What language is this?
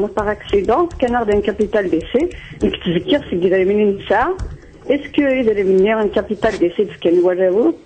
Kabyle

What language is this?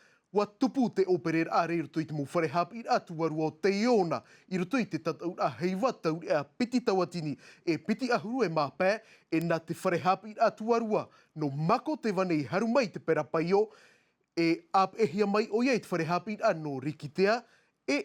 Tahitian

